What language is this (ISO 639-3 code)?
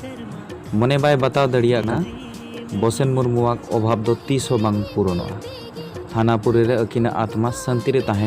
sat